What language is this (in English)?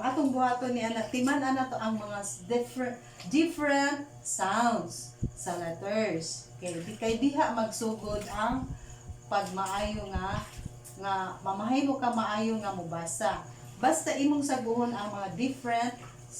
Cebuano